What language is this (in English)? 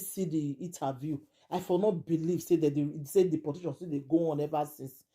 Nigerian Pidgin